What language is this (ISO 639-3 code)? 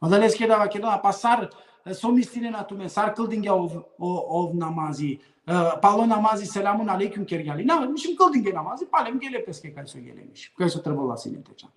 rmn